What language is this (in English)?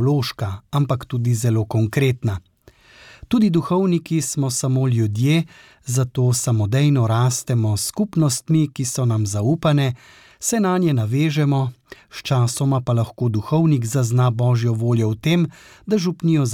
Slovenian